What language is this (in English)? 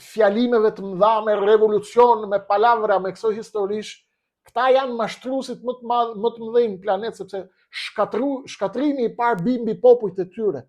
Albanian